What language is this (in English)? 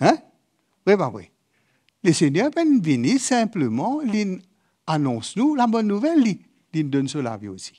Morisyen